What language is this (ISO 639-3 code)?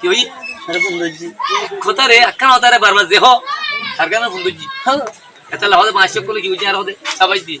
rhg